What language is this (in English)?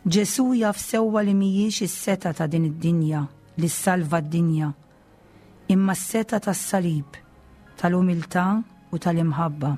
Maltese